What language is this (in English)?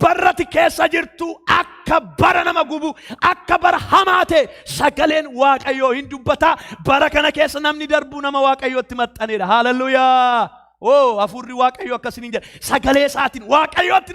Oromo